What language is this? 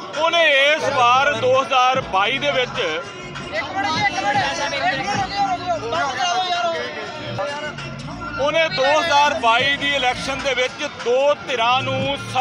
Punjabi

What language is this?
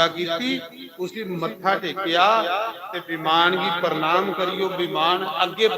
Dogri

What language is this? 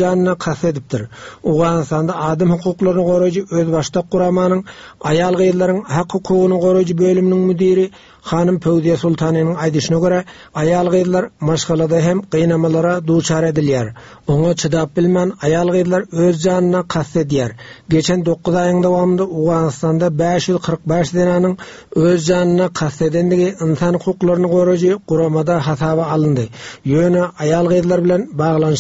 Turkmen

